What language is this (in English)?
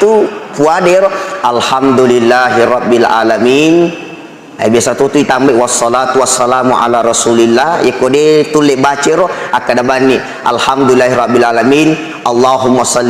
Buginese